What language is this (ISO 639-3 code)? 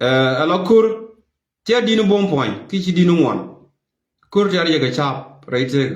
nus